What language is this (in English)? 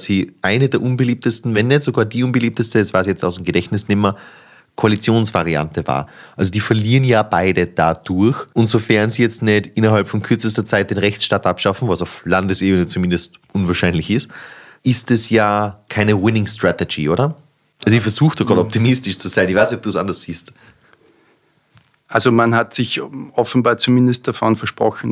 German